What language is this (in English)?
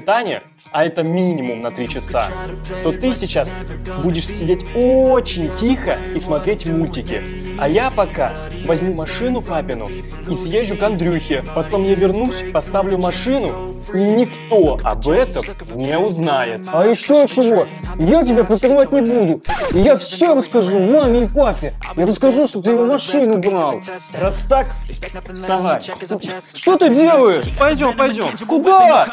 Russian